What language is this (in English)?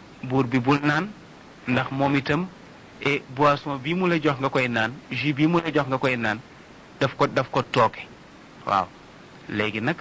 Wolof